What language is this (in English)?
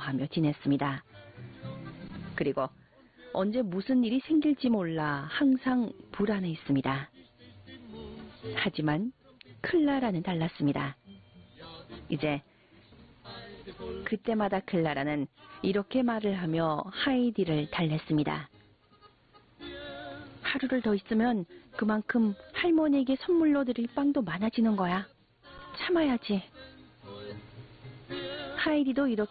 Korean